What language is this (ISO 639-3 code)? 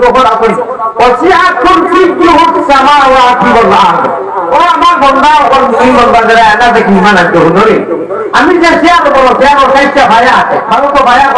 syl